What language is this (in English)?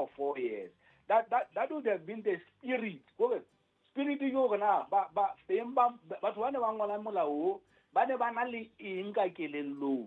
Southern Sotho